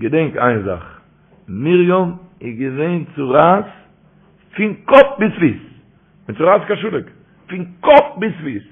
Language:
Yiddish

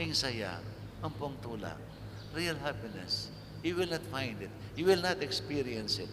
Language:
Pampanga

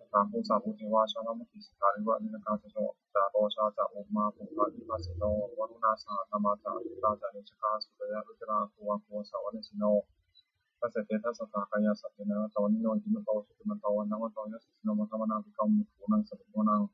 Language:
Pali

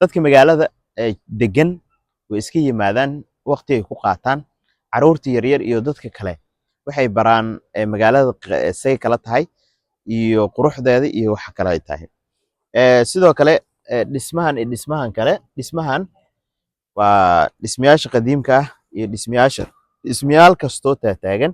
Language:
Somali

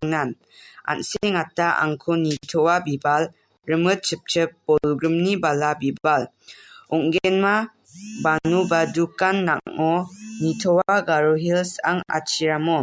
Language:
Garo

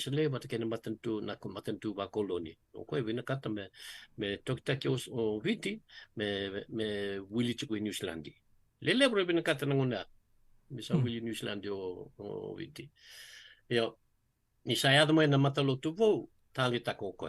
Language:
Fijian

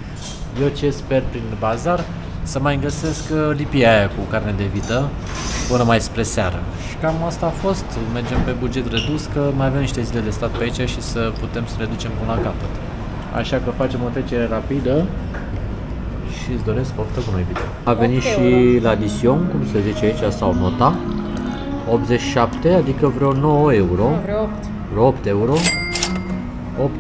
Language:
Romanian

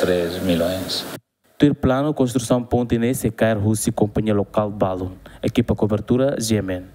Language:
Tetum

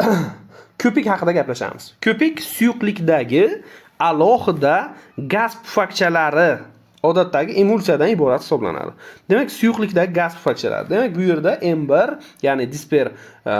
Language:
Uzbek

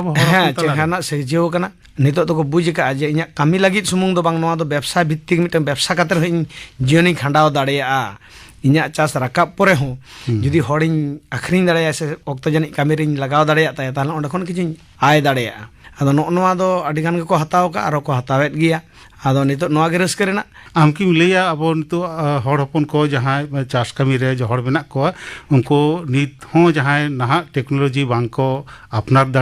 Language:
Santali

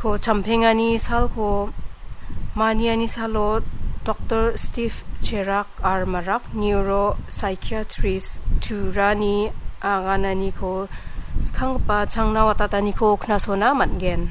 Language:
Garo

